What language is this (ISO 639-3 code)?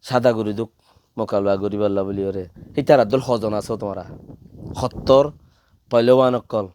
rhg